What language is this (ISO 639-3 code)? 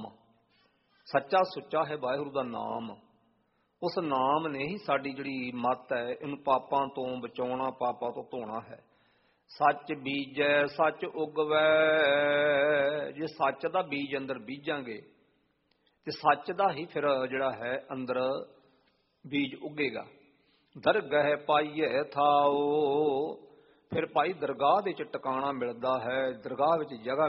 pan